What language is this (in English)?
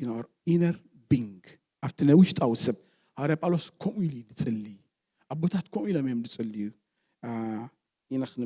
Tigrinya